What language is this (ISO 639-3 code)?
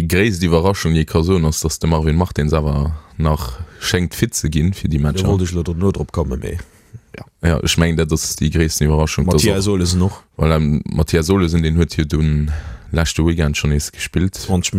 ltz